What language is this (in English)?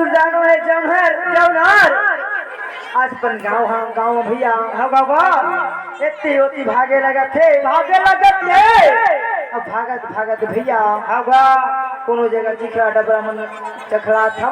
Chhattisgarhi